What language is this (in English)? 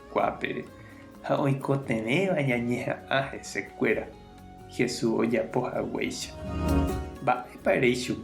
Guarani